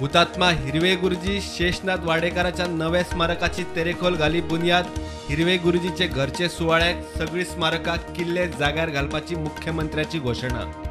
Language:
Konkani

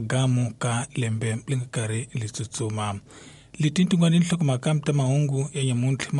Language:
Tsonga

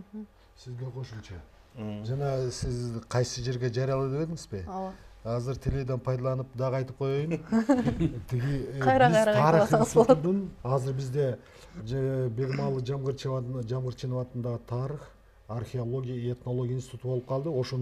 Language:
Kyrgyz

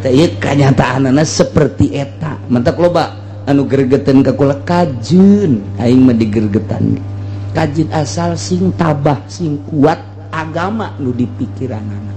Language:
Sundanese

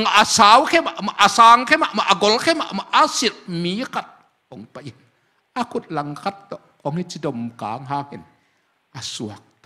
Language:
Tedim Chin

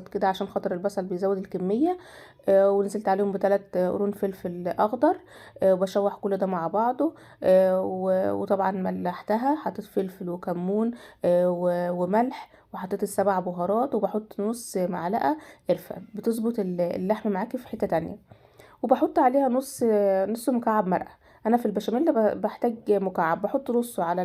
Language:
Egyptian Arabic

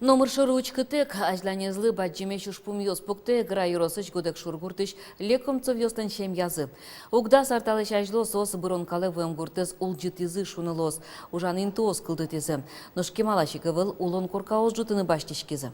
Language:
Udmurt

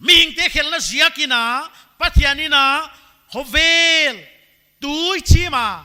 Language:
Paite Chin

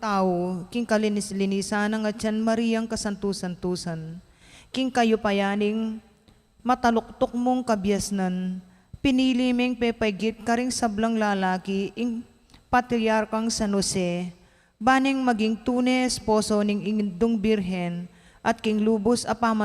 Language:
Pampanga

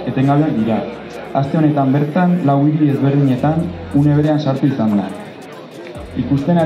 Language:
Basque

